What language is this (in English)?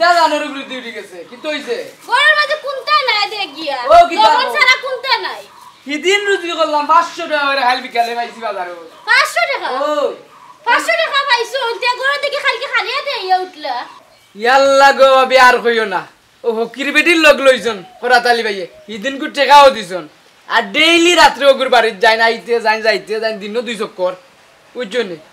Sylheti